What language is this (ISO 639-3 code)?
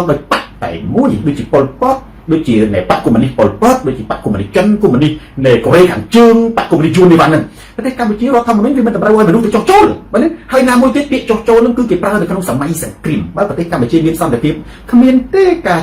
khm